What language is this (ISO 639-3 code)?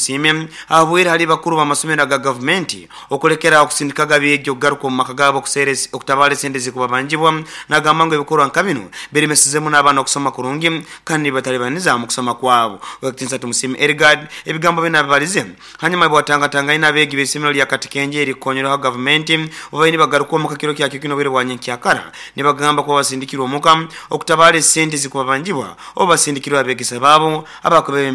nyn